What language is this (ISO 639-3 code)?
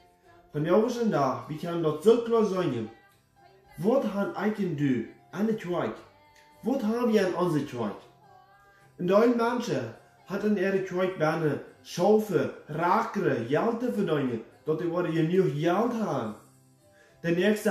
pdt